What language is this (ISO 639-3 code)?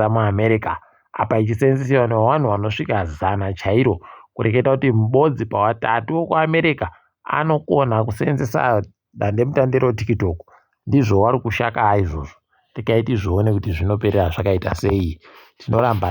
ndc